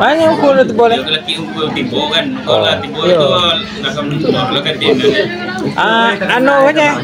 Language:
Minangkabau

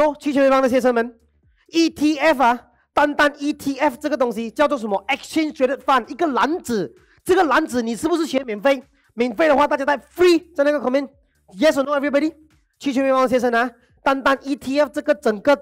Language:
Chinese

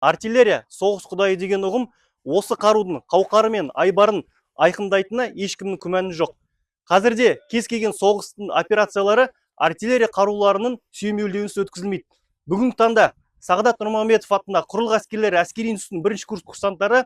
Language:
Kazakh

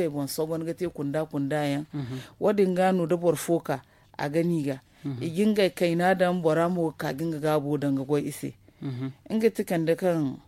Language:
Zarma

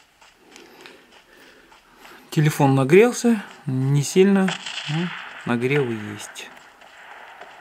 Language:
Russian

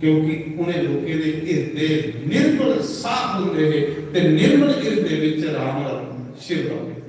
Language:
Dogri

